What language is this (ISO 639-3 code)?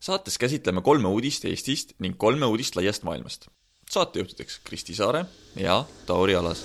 est